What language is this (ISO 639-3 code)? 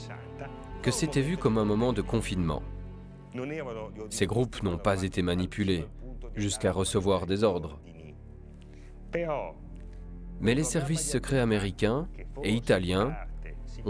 fra